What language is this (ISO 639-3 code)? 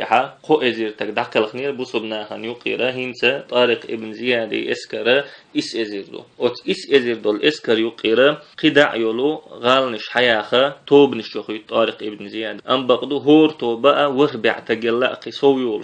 che